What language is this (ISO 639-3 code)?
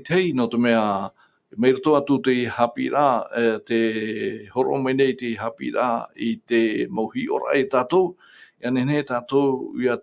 tah